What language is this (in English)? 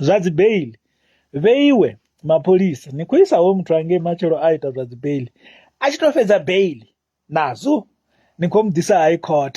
Venda